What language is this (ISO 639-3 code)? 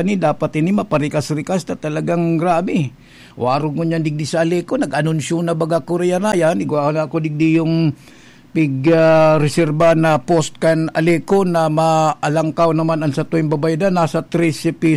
bik